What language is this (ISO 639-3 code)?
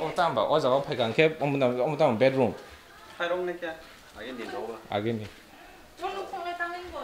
trp